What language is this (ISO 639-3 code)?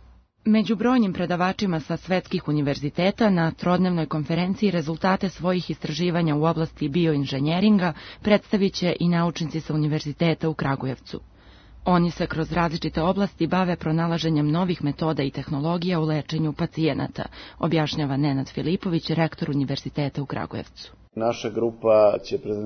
srp